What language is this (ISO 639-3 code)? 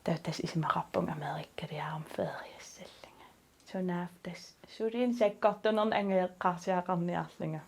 kal